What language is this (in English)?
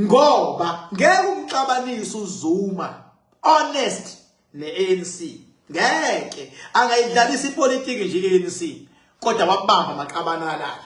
Zulu